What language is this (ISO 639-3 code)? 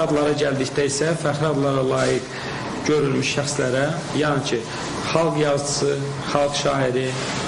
aze